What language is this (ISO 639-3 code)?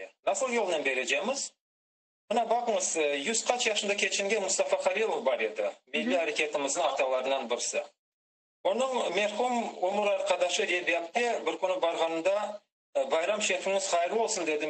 crh